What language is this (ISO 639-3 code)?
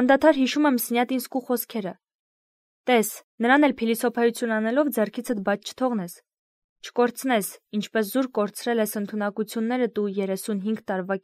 hye